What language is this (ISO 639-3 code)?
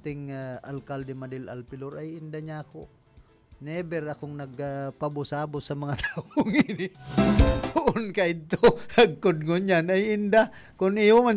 bik